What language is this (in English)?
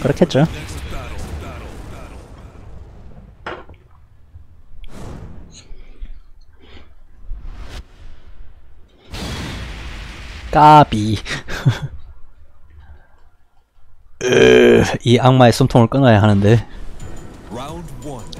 Korean